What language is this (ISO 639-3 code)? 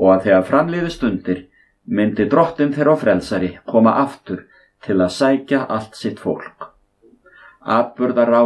isl